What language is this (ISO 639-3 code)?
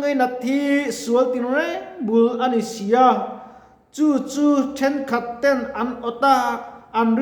lus